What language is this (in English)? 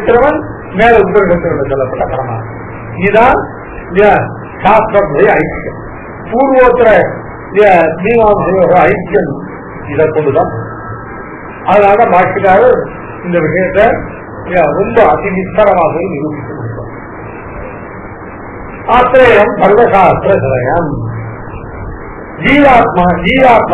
Tamil